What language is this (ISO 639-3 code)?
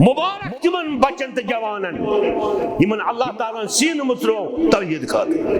kas